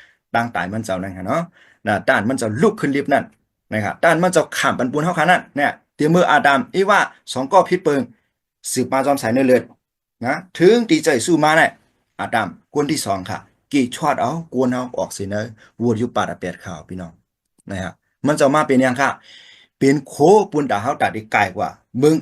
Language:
Shan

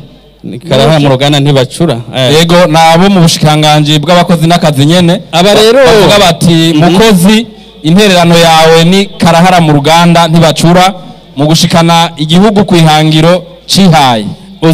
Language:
Rundi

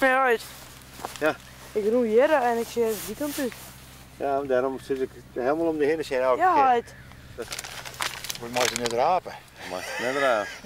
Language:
Western Frisian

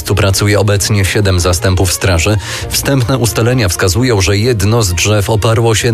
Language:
Polish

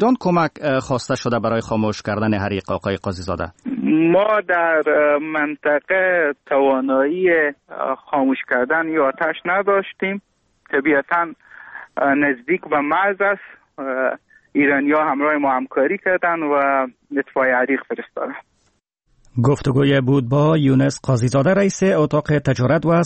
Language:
Persian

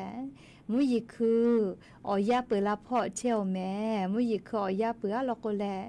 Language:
Lahu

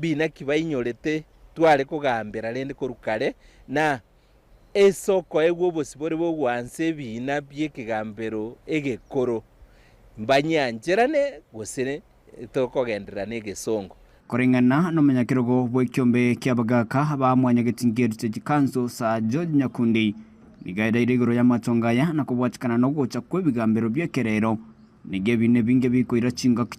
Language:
Gusii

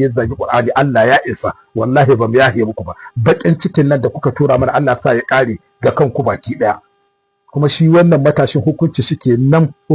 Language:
Hausa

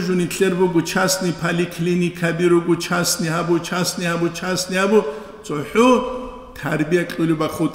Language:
Avaric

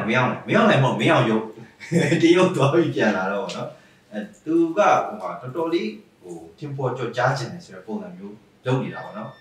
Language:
Burmese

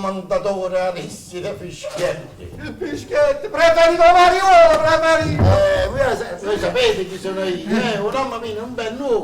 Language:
Neapolitan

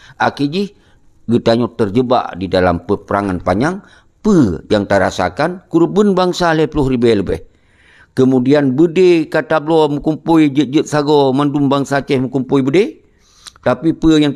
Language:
Achinese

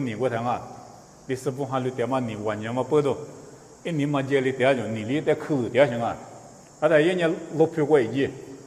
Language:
Lisu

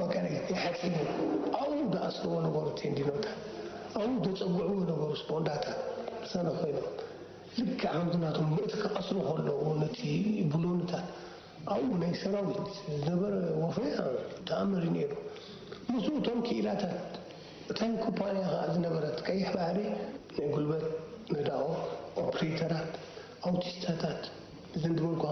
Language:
Tigrinya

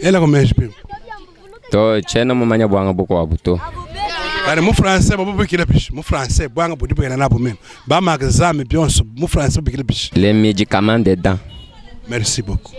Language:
Luba-Lulua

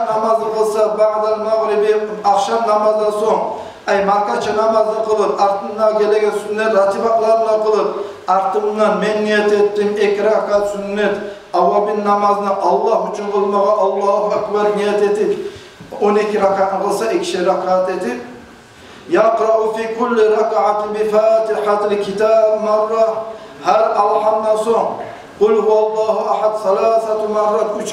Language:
Kumyk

